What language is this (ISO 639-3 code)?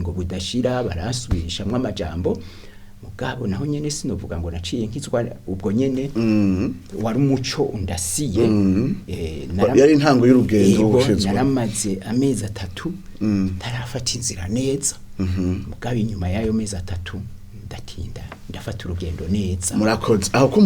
run